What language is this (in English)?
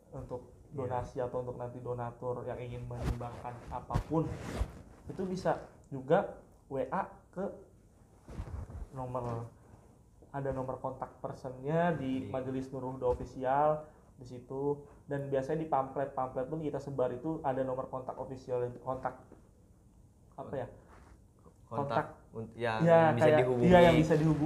Indonesian